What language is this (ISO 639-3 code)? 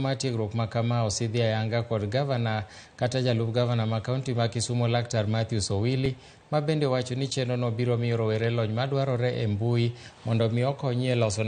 luo